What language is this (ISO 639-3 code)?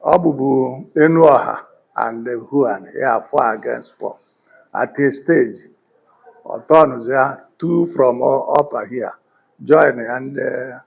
ibo